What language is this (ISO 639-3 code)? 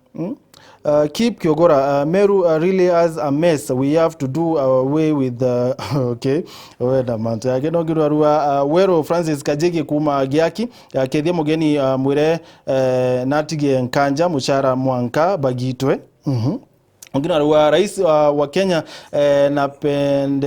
mer